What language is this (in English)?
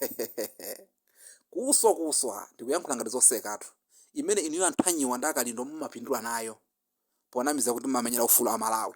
Nyanja